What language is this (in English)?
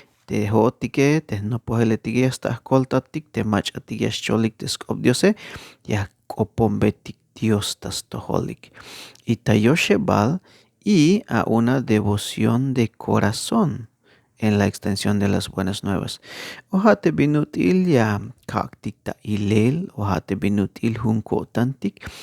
Tzeltal